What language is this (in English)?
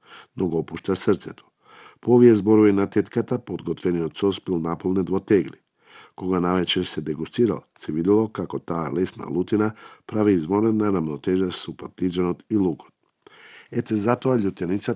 Macedonian